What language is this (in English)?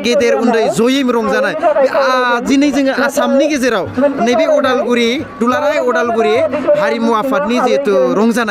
Bodo